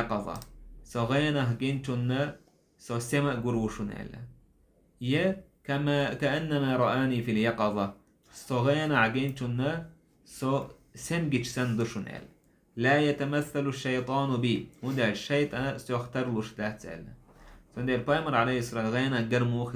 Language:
Chechen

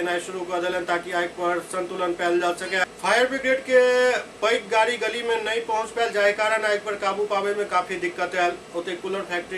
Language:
Maithili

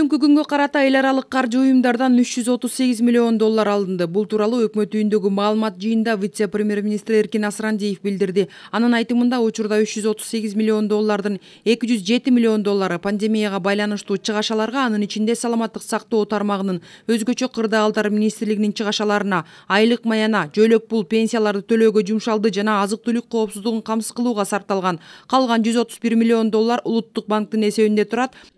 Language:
Kyrgyz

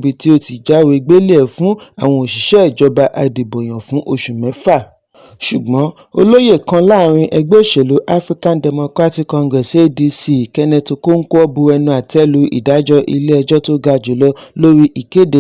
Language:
Yoruba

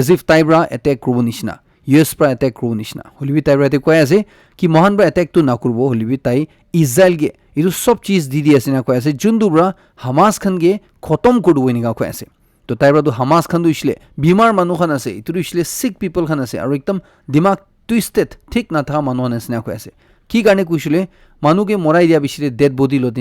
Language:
Naga Pidgin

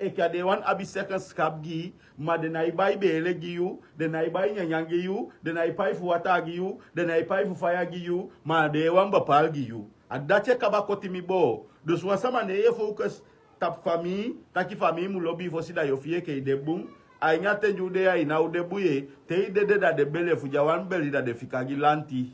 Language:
Sranan Tongo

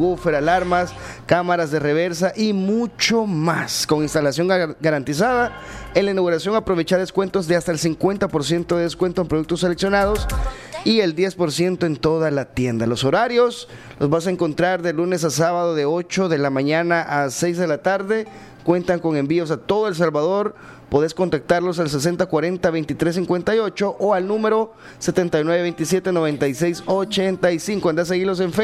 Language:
Spanish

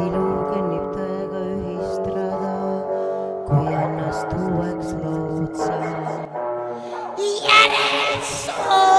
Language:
Estonian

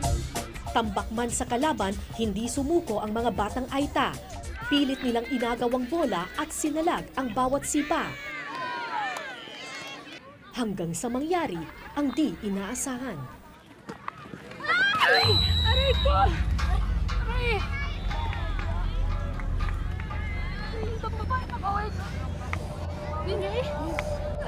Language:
Filipino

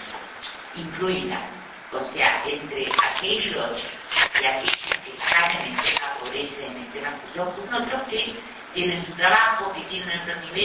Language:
Spanish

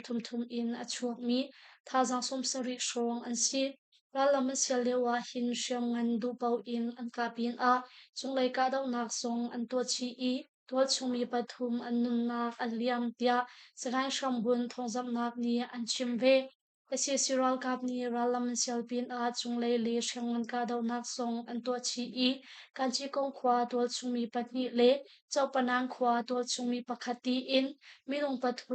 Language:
Hakha Chin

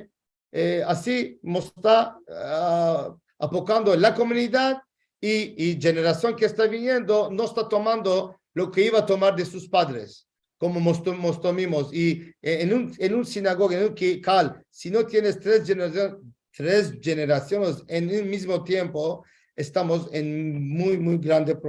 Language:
Ladino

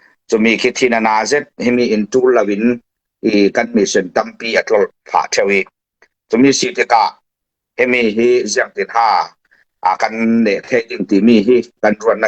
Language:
Falam Chin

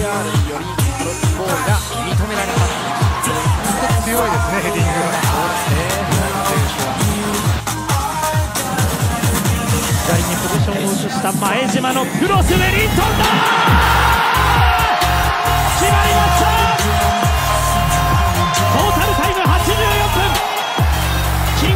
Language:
Japanese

